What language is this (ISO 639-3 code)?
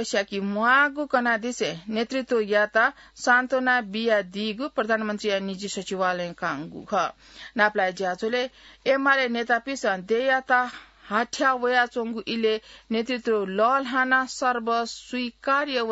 new